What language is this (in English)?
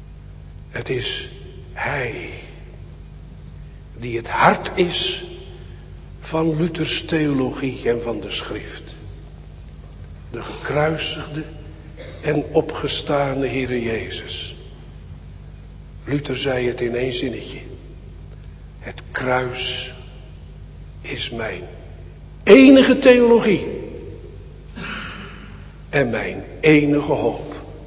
Dutch